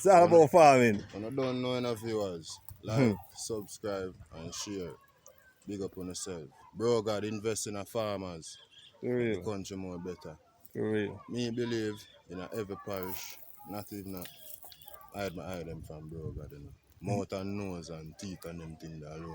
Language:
Jamaican Creole English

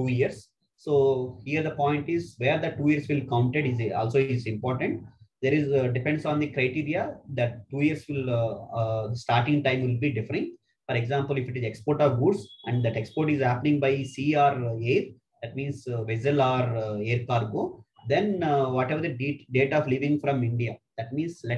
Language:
English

